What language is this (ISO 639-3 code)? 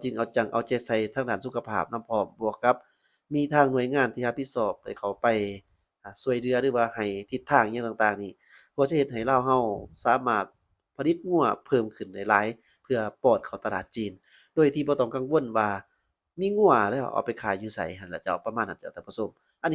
lao